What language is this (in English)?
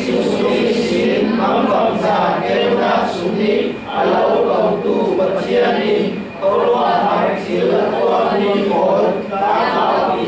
Falam Chin